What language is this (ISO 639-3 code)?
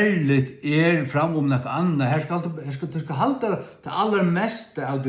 fao